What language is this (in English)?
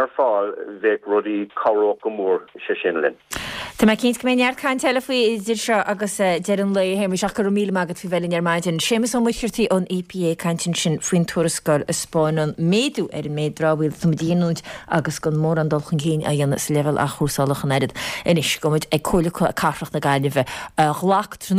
Irish